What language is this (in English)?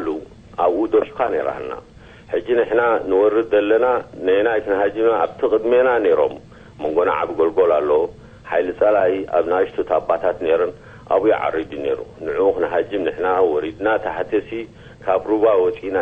Tigrinya